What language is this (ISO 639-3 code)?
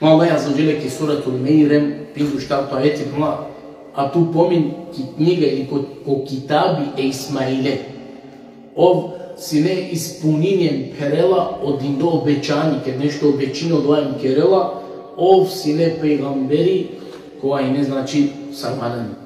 rmn